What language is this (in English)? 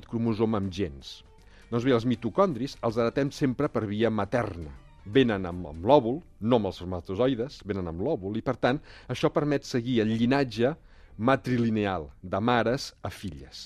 Catalan